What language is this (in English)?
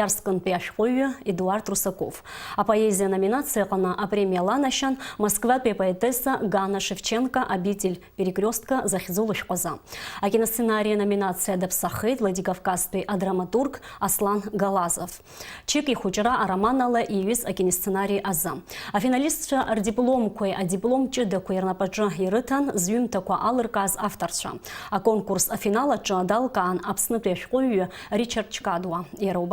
Abkhazian